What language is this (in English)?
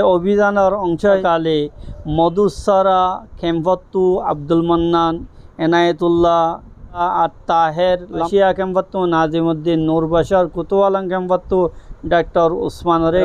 Rohingya